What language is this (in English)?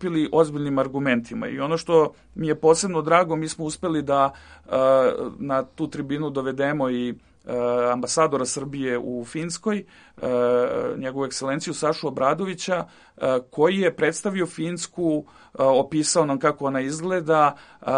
Serbian